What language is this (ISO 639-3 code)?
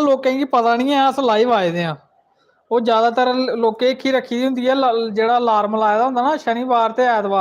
doi